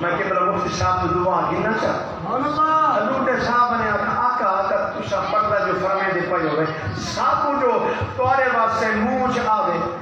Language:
Saraiki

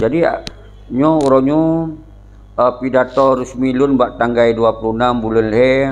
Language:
Achinese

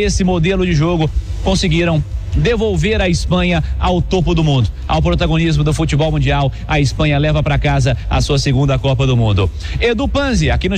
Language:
Portuguese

